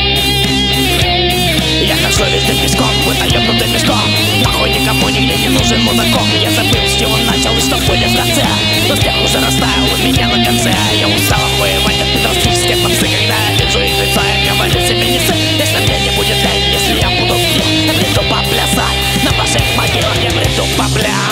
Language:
Russian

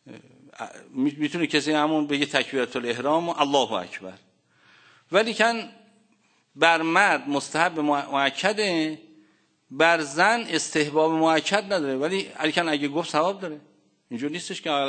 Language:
Persian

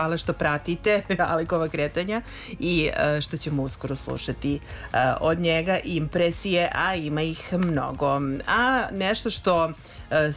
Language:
Serbian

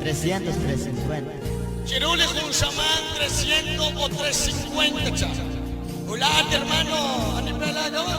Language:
Kekchí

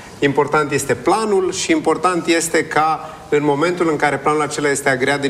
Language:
Romanian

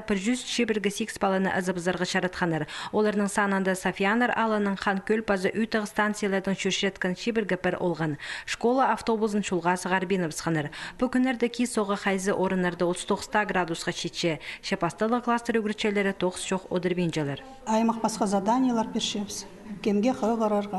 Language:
Khakas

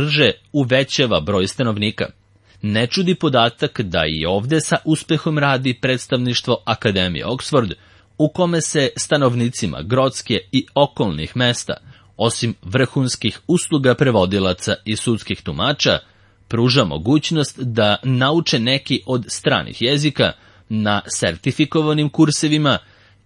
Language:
Serbian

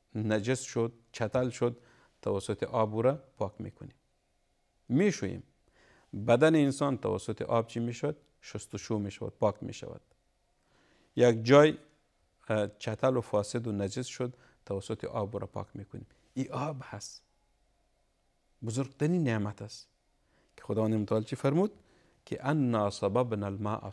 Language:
Persian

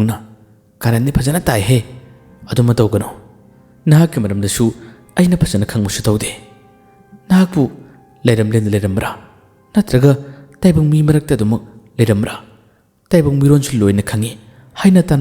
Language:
Manipuri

